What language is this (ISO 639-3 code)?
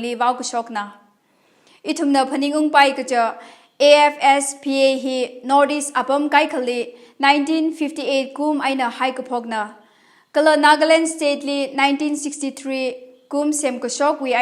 nmf